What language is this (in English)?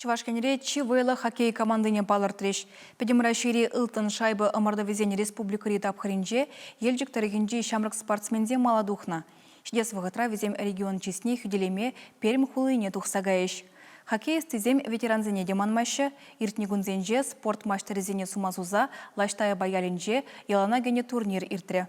Chuvash